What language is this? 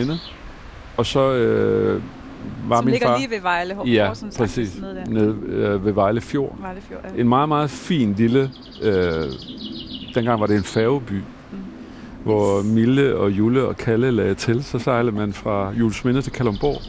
Danish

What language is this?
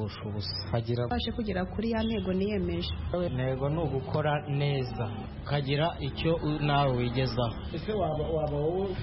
Kinyarwanda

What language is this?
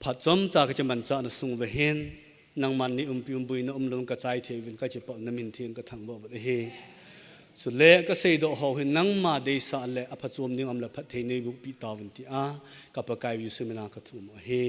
Thado Chin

